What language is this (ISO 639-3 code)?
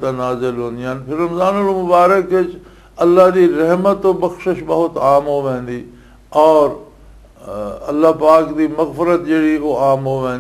lah